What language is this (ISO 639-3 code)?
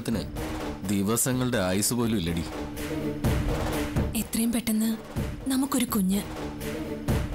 mal